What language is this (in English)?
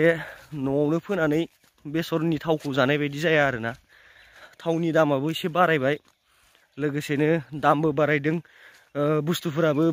Bodo